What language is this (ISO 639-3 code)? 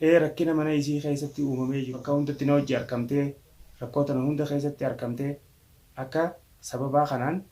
orm